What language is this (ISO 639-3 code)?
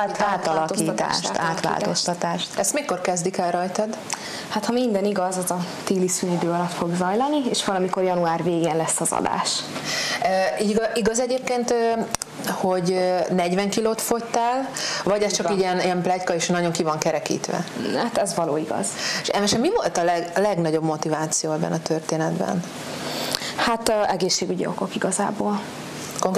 hun